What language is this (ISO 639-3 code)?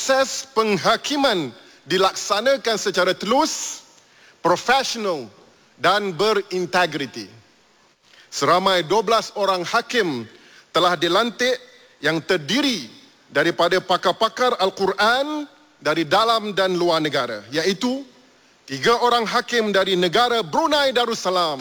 msa